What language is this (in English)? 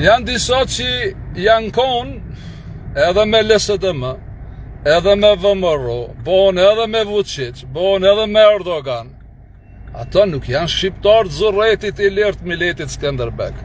Albanian